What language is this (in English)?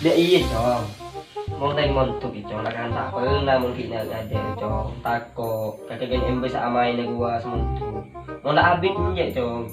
Madurese